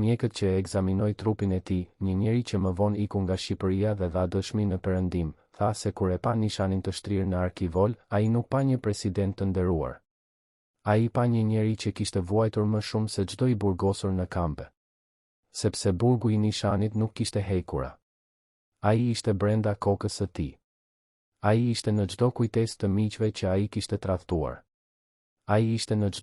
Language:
Albanian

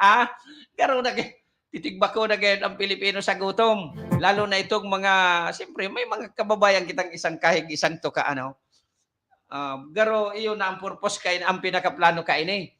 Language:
Bikol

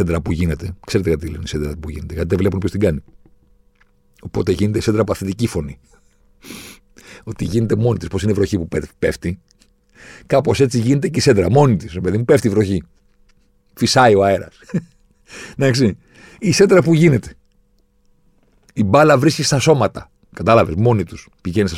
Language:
Greek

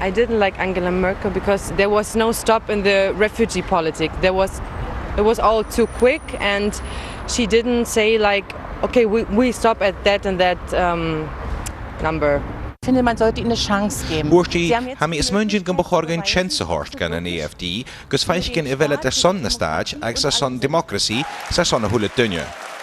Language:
Scottish Gaelic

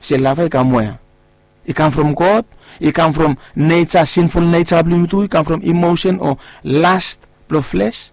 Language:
Bislama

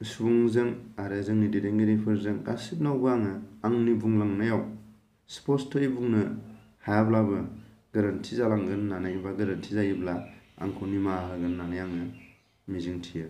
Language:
Bodo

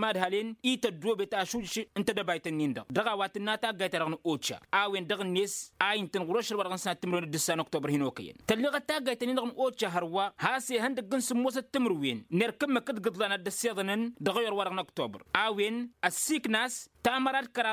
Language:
Tamasheq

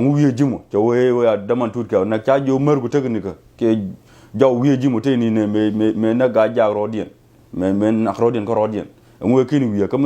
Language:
Nuer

